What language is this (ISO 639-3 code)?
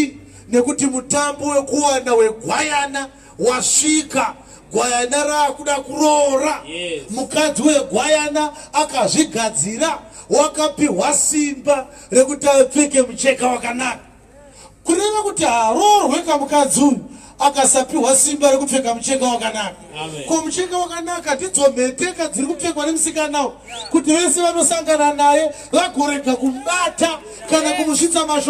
sna